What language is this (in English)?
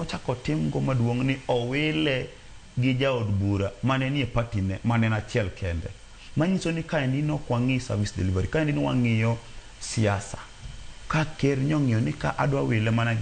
Luo (Kenya and Tanzania)